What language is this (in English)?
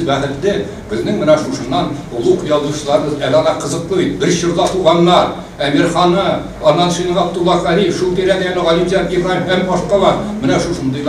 Tatar